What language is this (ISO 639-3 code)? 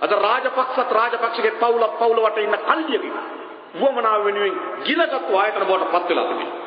sin